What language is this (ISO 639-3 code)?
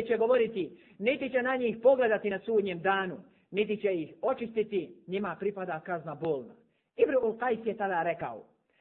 bos